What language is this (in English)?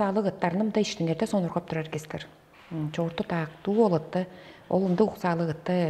Tuvinian